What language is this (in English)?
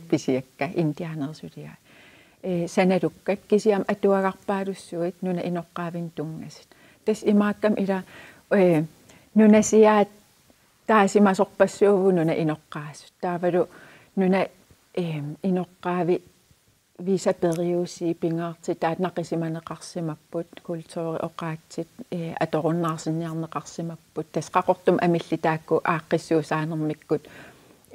Kalaallisut